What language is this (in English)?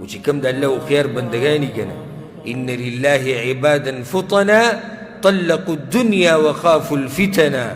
Pashto